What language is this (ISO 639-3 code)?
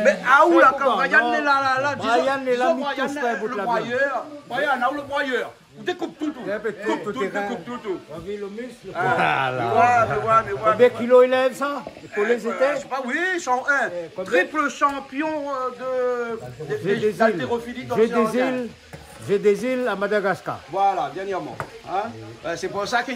rcf